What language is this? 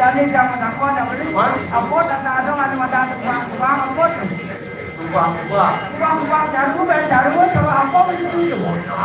Balinese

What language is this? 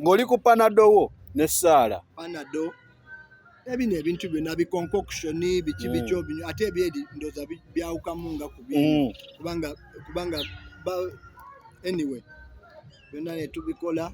Ganda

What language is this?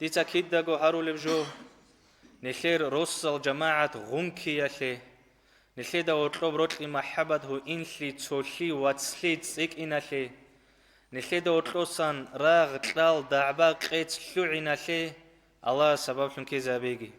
Avaric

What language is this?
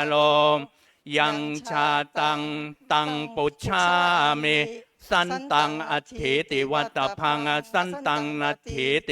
Pali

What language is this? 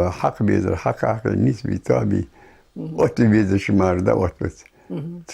Ingush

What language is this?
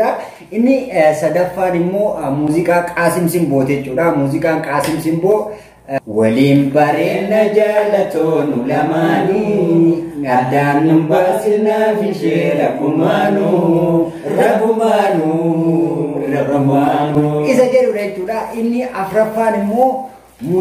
Oromo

